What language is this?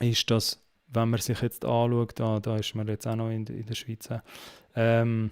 Swiss German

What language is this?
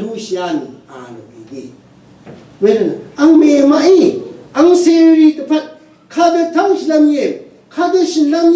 Rawang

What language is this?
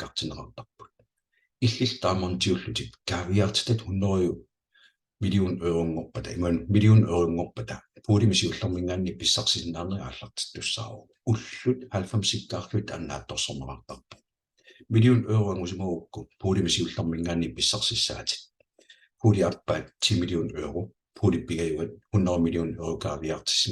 Kalaallisut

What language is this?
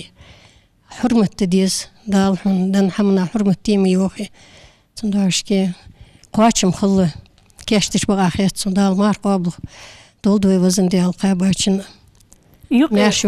Ingush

